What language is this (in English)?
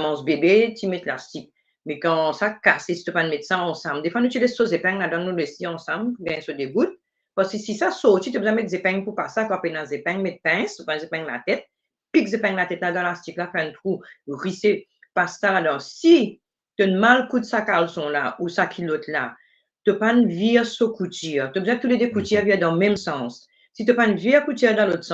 Morisyen